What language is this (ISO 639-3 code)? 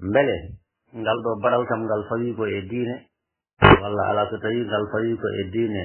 ful